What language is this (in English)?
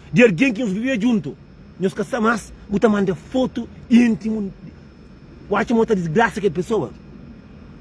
Kabuverdianu